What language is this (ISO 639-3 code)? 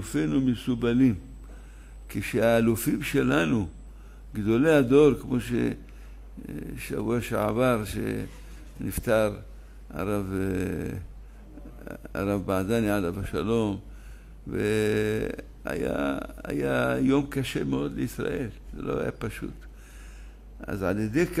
heb